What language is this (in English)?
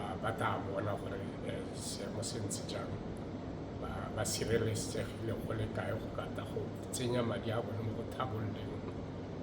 Tswana